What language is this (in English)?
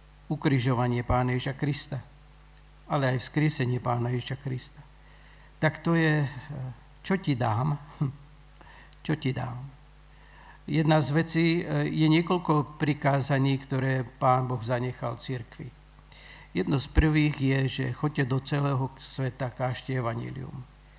Slovak